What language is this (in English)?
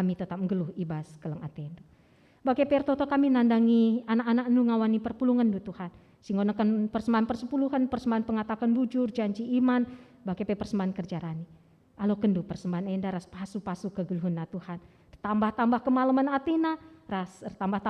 Batak Karo